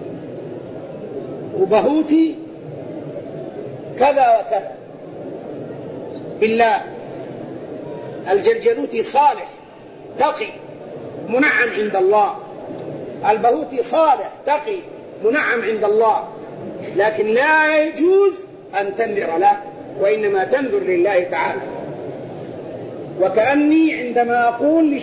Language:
Arabic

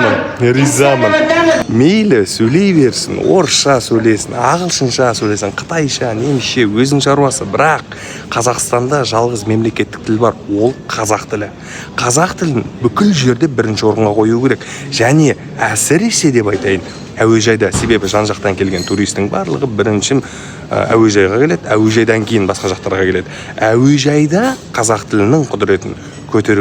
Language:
Kazakh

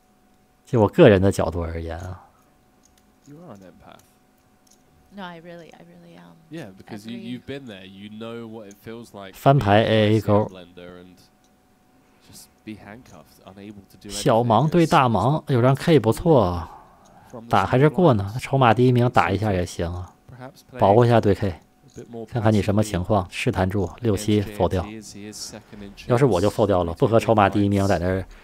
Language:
Chinese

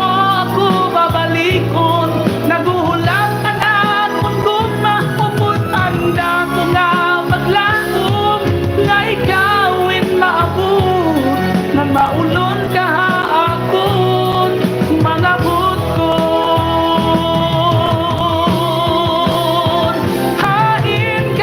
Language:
Waray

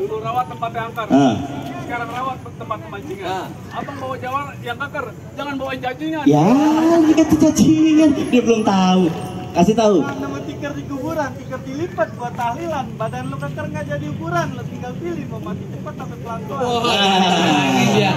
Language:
Betawi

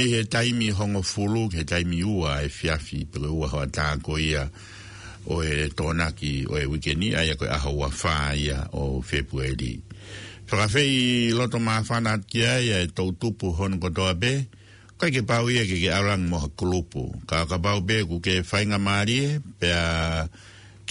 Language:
Tongan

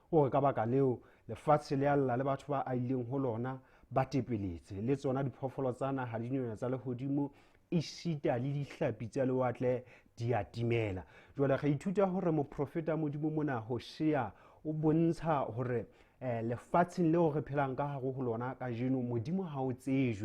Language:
Southern Sotho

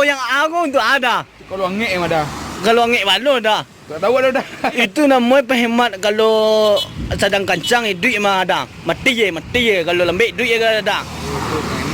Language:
Minangkabau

